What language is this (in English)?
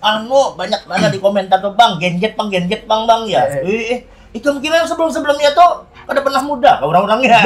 Banjar